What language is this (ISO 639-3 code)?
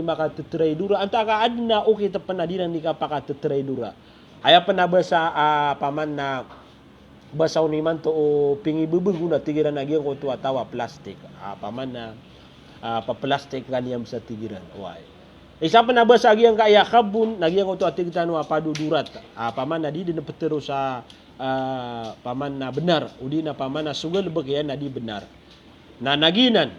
mrw